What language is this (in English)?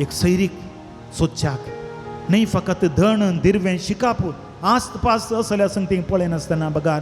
Konkani